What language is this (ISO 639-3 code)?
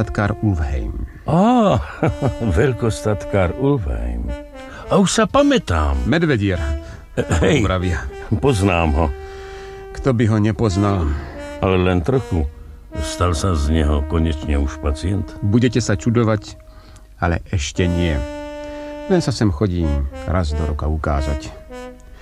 slk